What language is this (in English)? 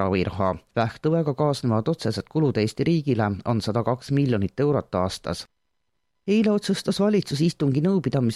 Estonian